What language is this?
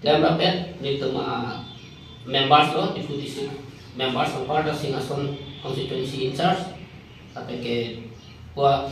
Karbi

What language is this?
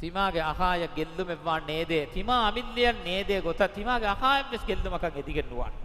Divehi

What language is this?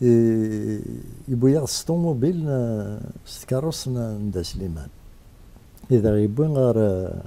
Kabyle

